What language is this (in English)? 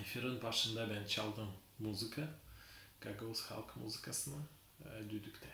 Gagauz